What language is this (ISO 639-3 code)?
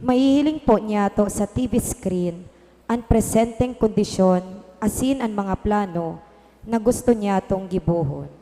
bik